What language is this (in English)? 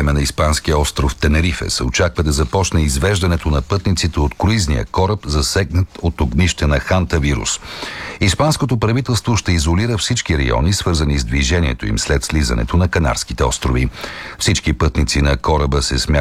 Bulgarian